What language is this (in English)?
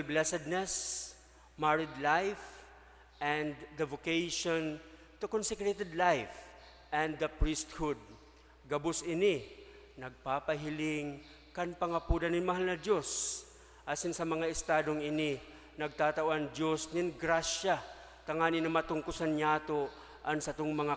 Bikol